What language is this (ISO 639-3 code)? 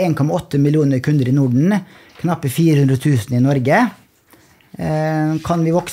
nor